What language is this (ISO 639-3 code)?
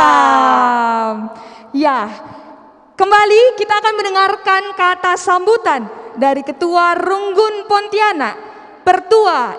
btx